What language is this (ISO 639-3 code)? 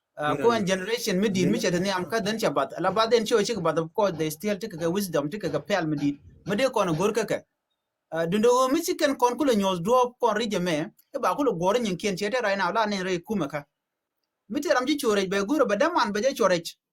nus